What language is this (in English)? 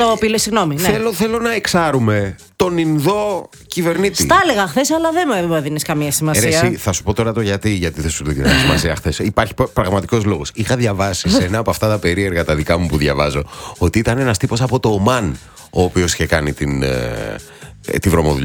Greek